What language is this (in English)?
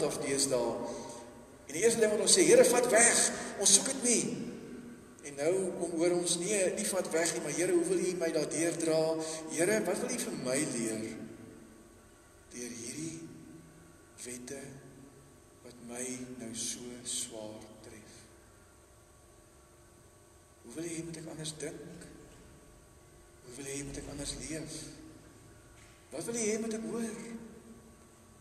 Afrikaans